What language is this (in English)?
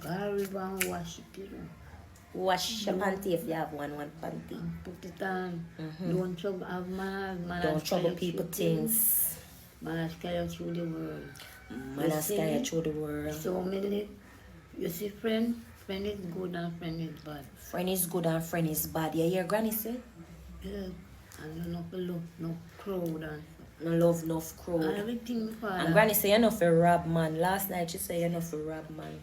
Jamaican Creole English